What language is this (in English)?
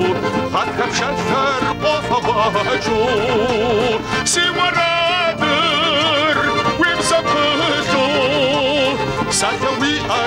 Kabardian